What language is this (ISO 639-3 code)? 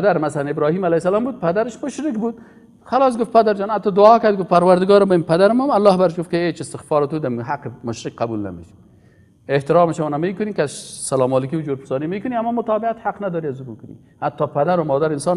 fas